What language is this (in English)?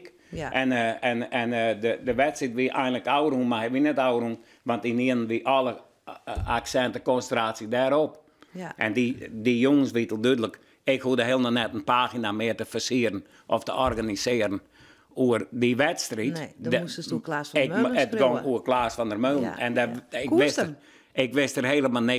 Western Frisian